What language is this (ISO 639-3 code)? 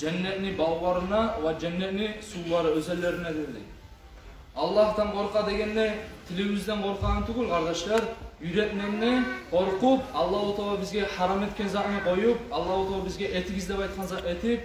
kum